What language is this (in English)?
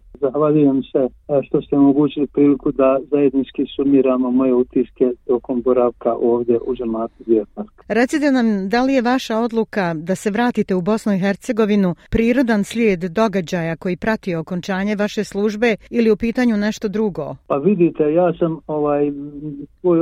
Bosnian